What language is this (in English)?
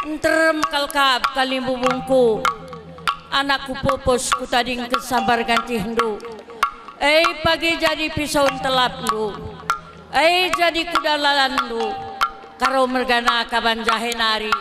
Batak Karo